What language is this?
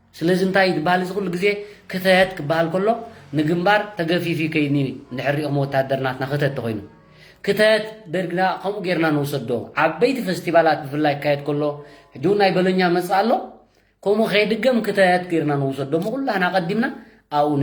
Tigrinya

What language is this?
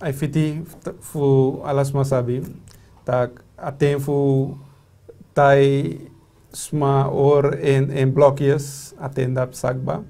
Sranan Tongo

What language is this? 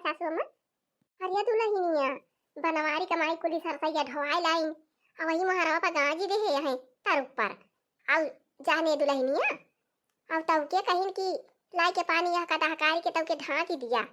Awadhi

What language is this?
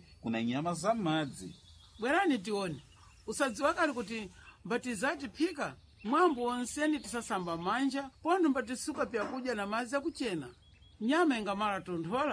Sena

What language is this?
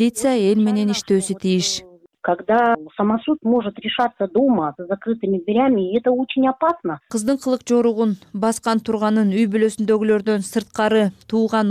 Kyrgyz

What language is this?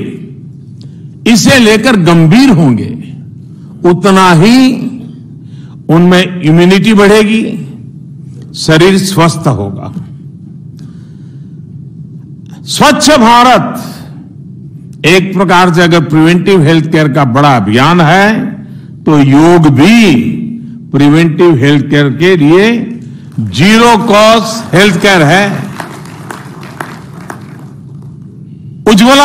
Hindi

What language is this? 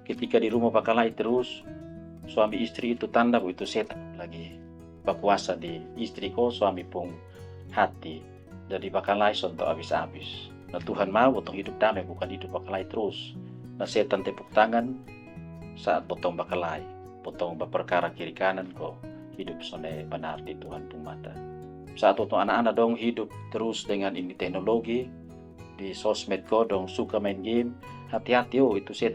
Kupang Malay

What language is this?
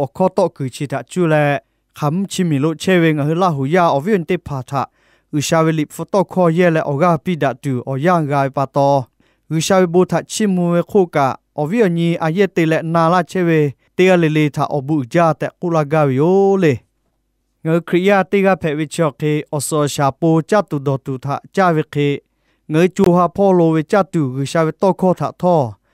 Lahu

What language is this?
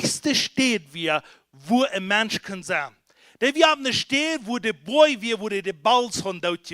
Plautdietsch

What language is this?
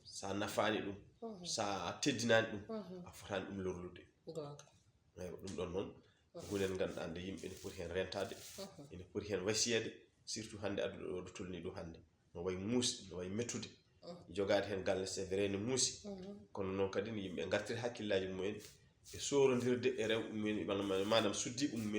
Fula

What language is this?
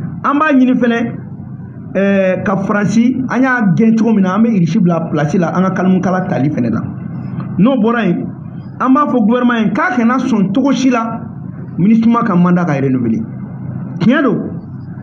Bambara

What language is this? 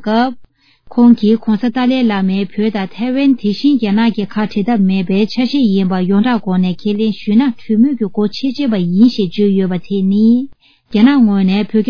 Tibetan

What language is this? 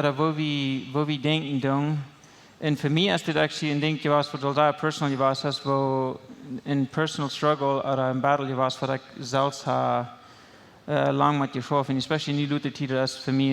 Plautdietsch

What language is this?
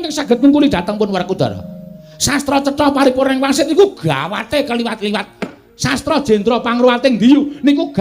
Javanese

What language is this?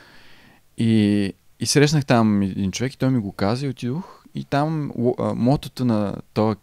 Bulgarian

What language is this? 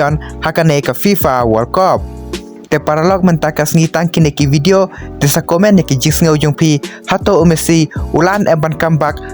Khasi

